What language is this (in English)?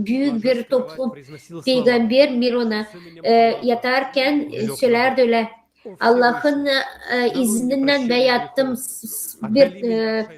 Gagauz